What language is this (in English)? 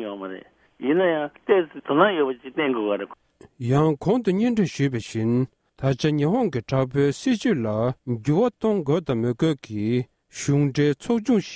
Tibetan